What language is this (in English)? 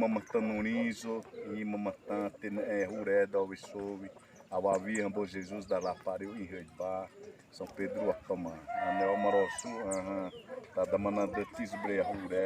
Xavánte